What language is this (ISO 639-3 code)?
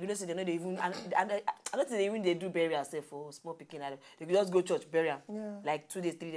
pcm